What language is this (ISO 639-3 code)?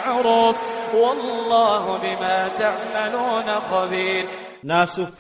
ilp